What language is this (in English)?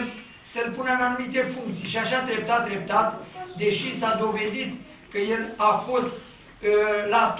Romanian